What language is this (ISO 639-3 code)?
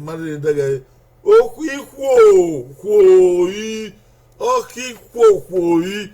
bin